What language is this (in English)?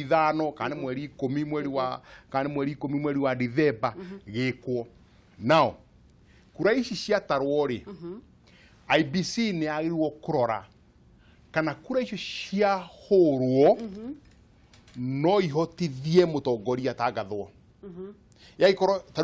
Kikuyu